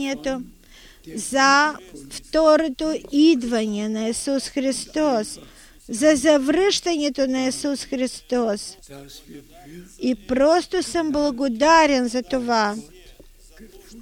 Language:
Bulgarian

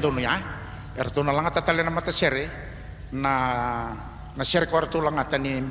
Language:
Fijian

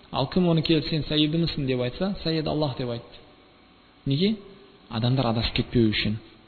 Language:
Kazakh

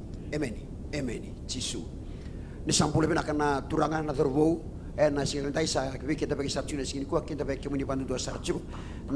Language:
Fijian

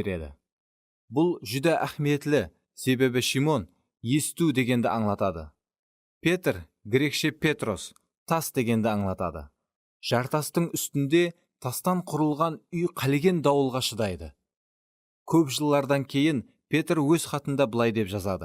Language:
Kara-Kalpak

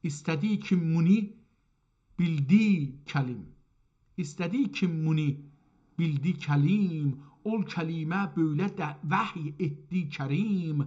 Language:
South Azerbaijani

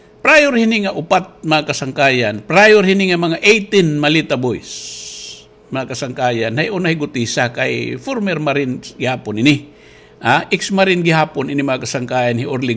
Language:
Waray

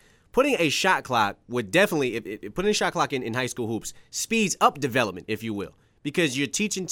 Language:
English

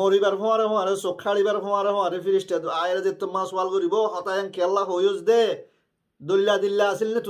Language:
Rohingya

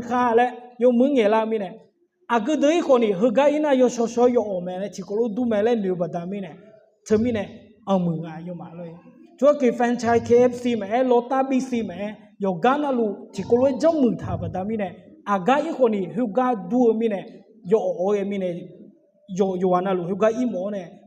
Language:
Akha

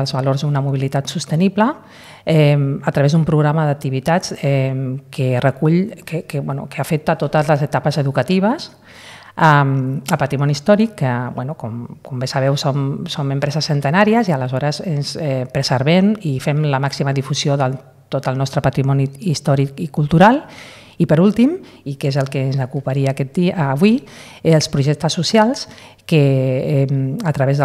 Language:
Catalan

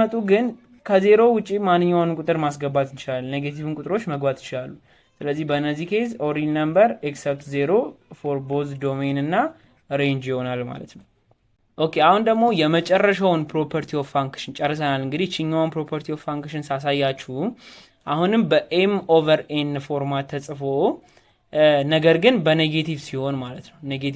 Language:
Amharic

